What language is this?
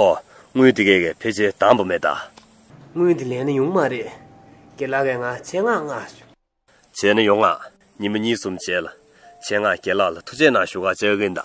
Tibetan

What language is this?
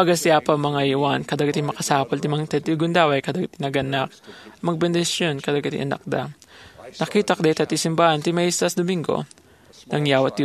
Iloko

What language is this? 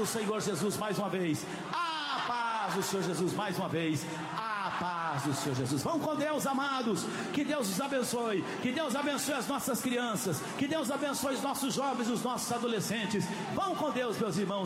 Portuguese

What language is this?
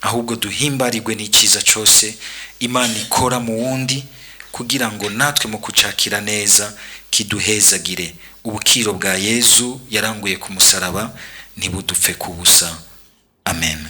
Rundi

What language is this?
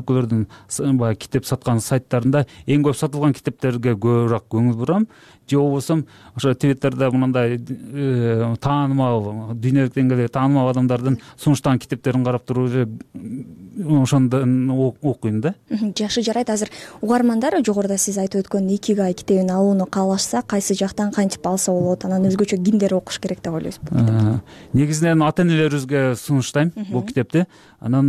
Kyrgyz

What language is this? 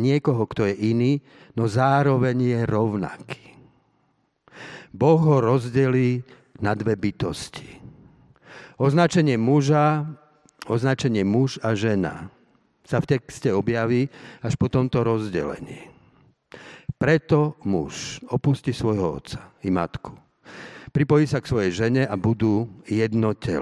Slovak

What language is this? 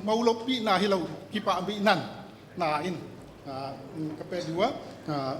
Paite Chin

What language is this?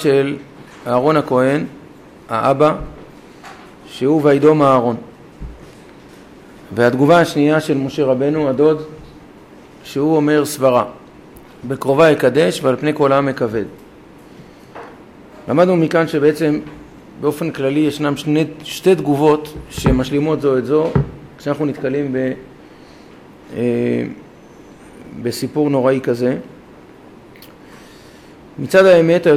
Hebrew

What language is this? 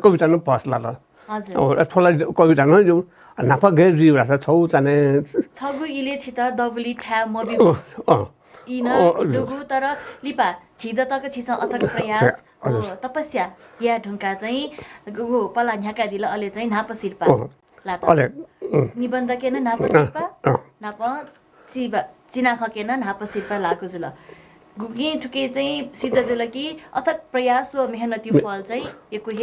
Newari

